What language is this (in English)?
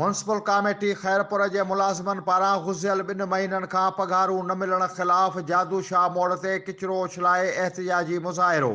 Sindhi